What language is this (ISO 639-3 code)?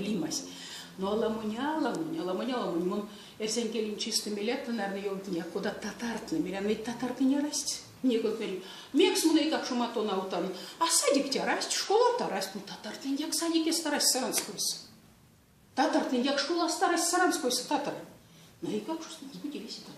myv